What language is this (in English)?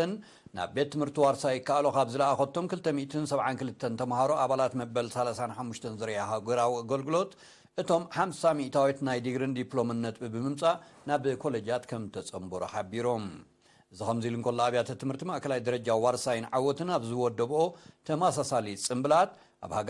Tigrinya